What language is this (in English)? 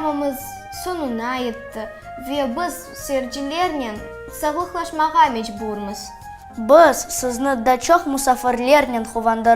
Crimean Tatar